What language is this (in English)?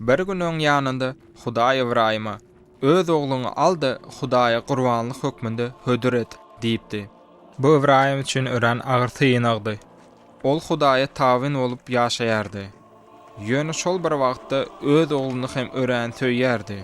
Turkmen